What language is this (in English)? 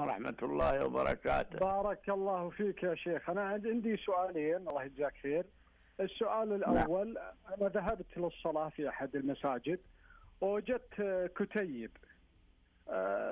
Najdi Arabic